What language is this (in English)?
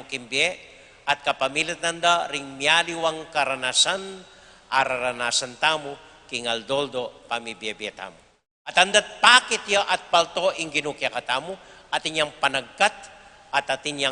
Pampanga